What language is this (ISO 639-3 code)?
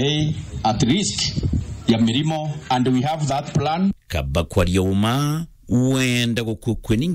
mer